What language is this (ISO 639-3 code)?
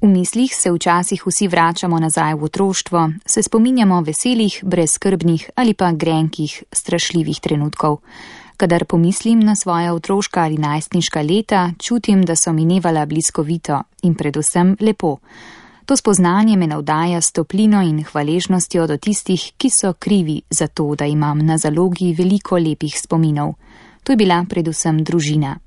slv